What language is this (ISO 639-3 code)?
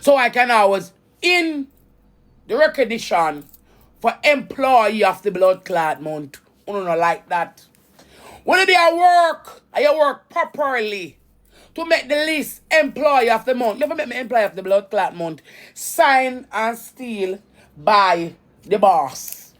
jam